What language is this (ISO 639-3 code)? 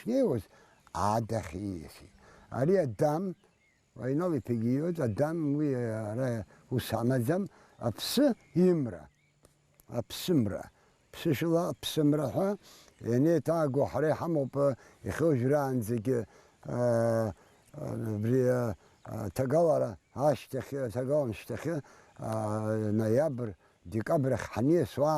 abk